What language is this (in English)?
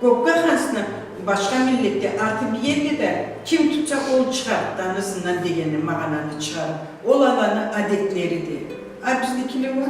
Karachay-Balkar